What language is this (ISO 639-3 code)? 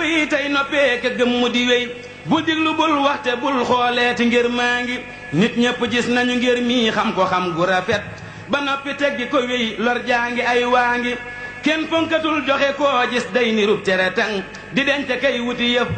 wol